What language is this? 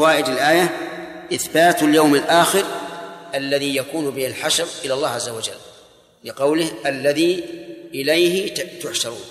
Arabic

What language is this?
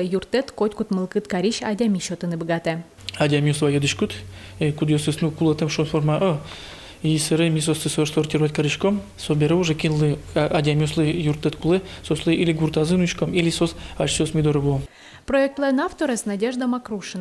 Udmurt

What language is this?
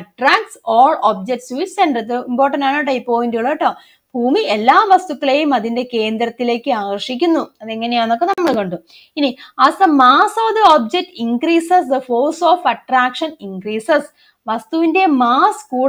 Malayalam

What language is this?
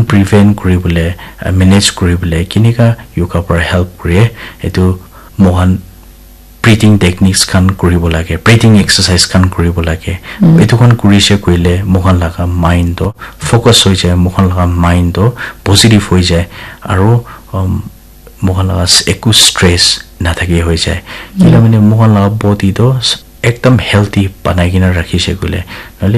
Naga Pidgin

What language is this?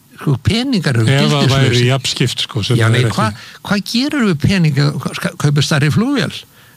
Icelandic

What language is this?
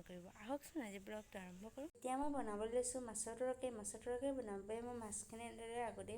Assamese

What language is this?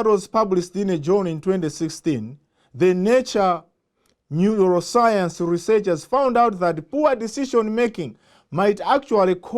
English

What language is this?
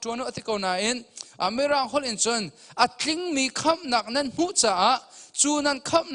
Hakha Chin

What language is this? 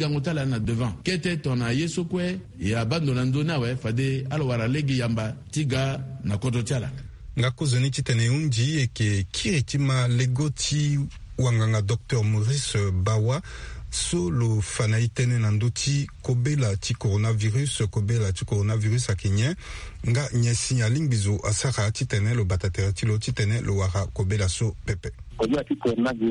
Sango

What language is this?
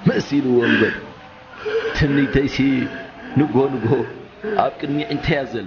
Tigrinya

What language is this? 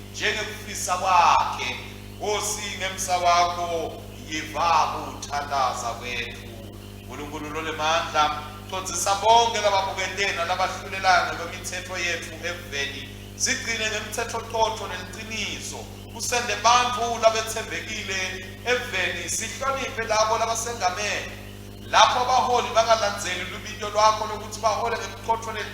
Swati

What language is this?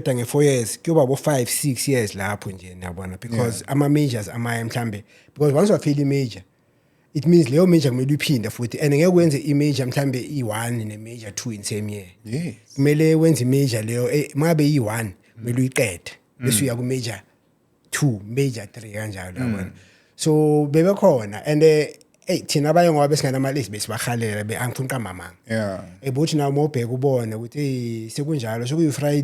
Zulu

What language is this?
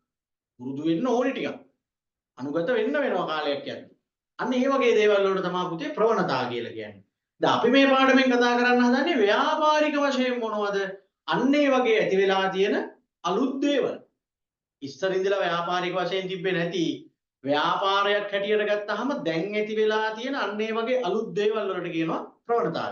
Sinhala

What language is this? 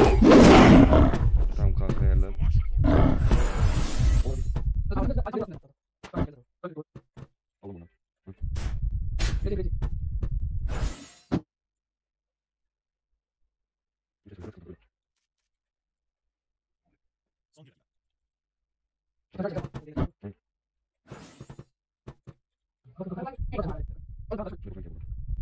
Turkish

